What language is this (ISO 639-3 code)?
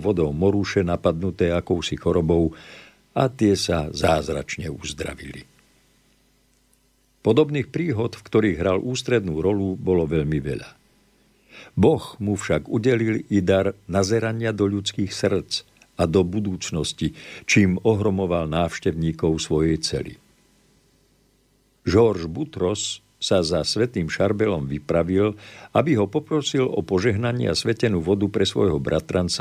slk